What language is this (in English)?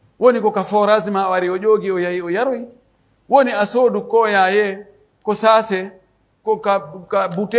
Pular